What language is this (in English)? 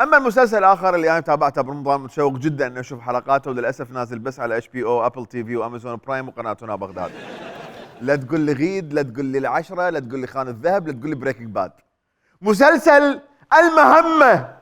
Mesopotamian Arabic